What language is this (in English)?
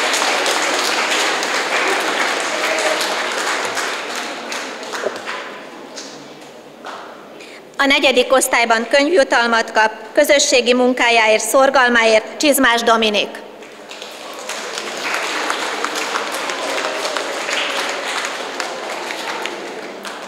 Hungarian